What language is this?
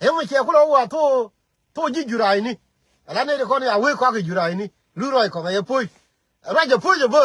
Nuer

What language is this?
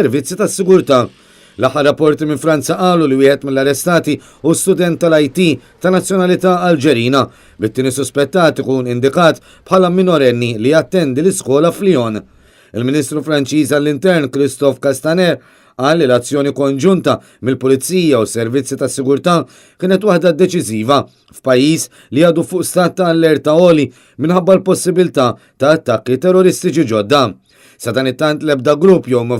Maltese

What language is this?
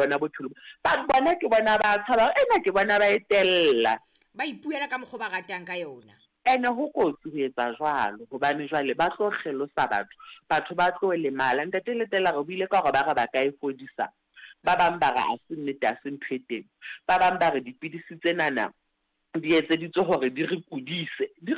Southern Sotho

